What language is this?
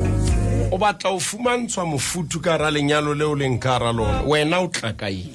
Southern Sotho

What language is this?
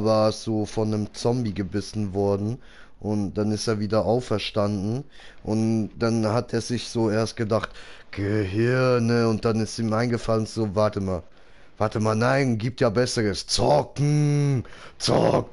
Swiss German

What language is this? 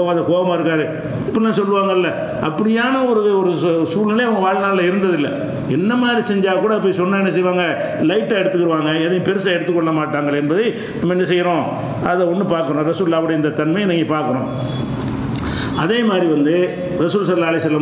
Tamil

